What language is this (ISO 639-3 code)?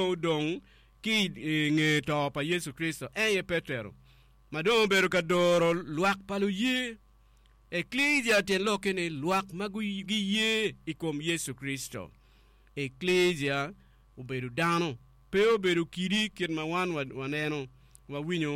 ach